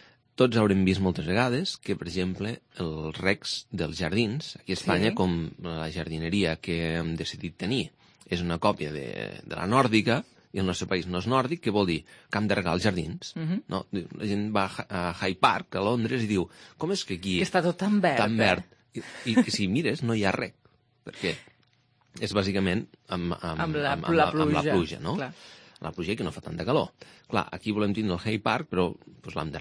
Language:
Catalan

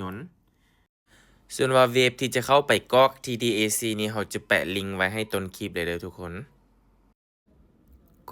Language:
Lao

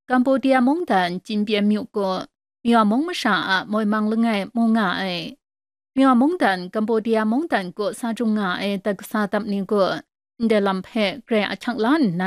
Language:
Kachin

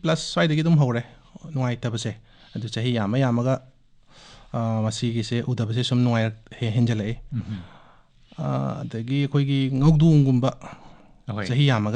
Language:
Manipuri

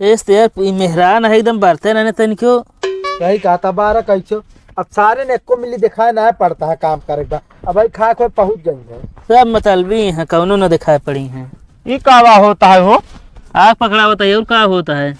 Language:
Awadhi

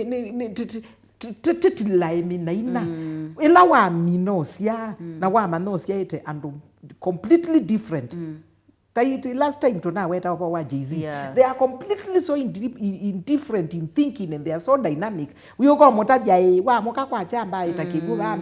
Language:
Kamba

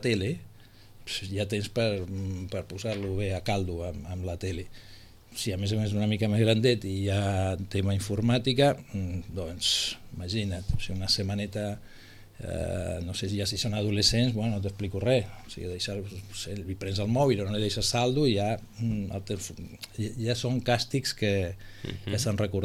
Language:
Catalan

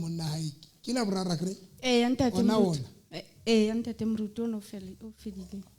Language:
Southern Sotho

